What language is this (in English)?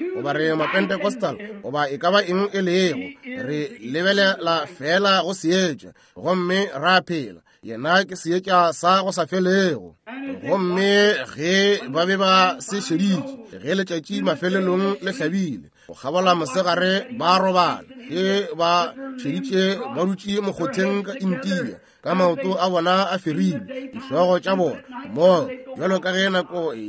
Northern Sotho